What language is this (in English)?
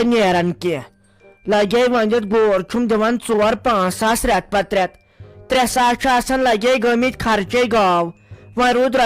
Kashmiri